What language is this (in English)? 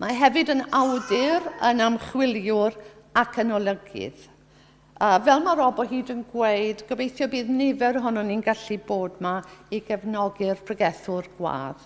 Welsh